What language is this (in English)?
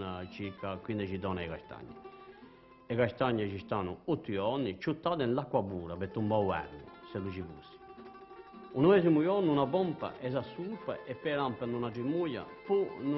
Corsican